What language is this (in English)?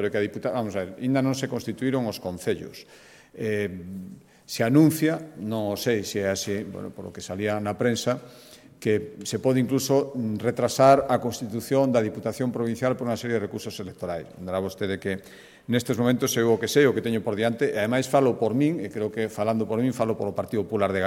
Galician